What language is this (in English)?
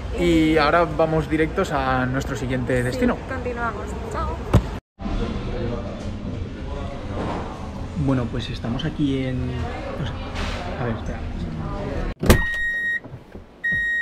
Spanish